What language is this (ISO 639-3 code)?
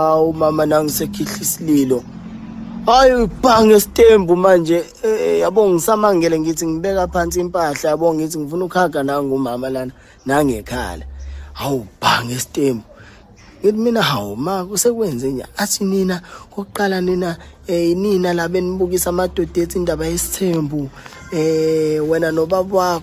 zul